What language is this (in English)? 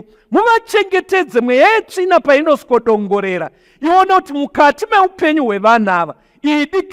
Shona